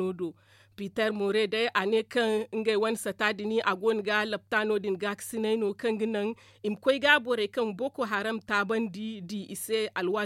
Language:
Zarma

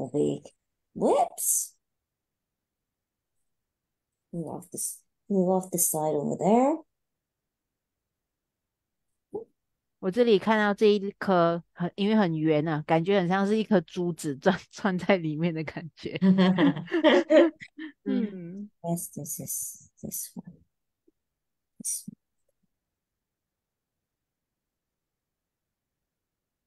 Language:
Chinese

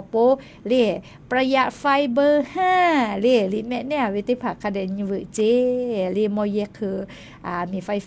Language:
Lahu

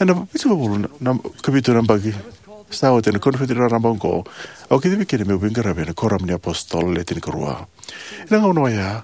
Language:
Fijian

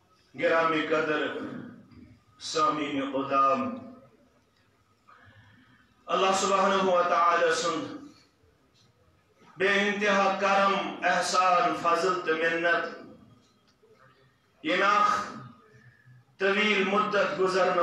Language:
Kashmiri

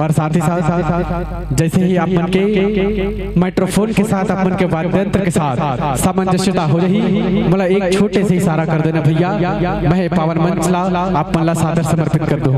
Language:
Chhattisgarhi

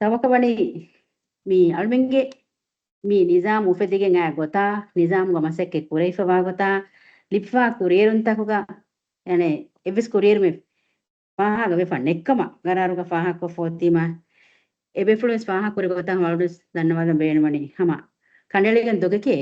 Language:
Divehi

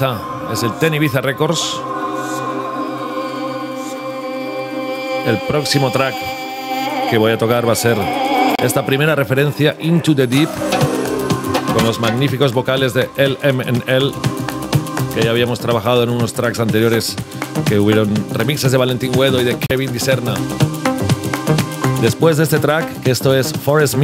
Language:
Spanish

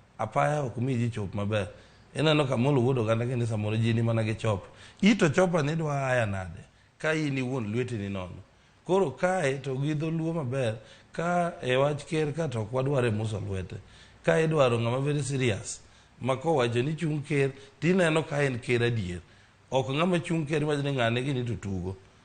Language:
Luo (Kenya and Tanzania)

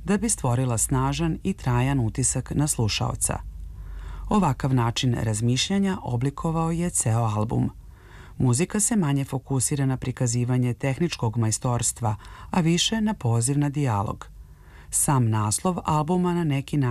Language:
Serbian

